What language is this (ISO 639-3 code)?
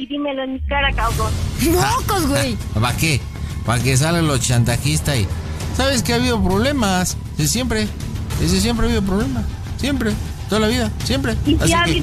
spa